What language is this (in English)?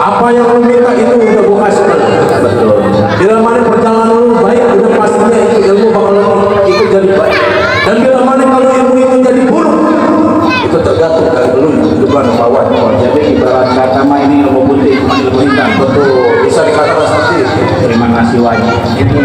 Betawi